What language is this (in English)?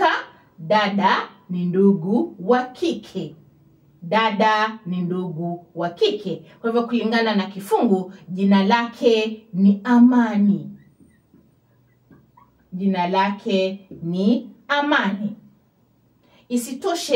Swahili